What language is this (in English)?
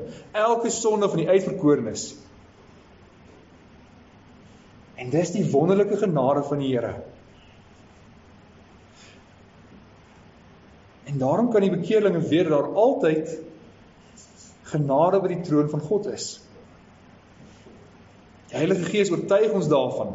Afrikaans